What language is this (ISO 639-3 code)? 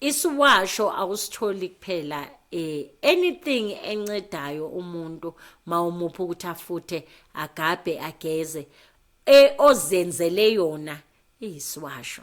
zul